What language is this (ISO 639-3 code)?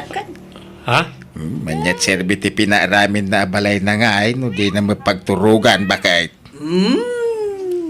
ilo